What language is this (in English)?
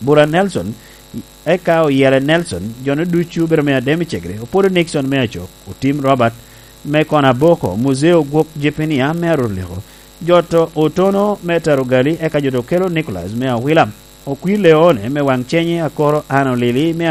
Lango (Uganda)